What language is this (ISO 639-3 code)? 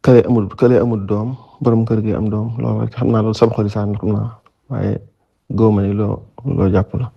wol